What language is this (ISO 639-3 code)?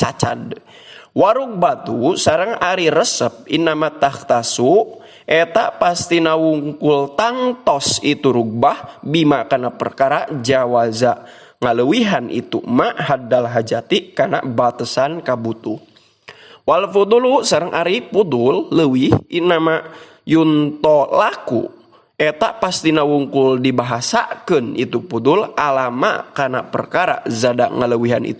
sun